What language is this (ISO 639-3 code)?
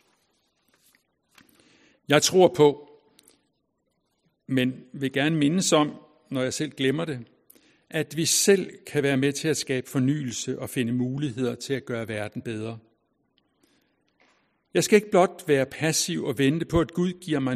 dan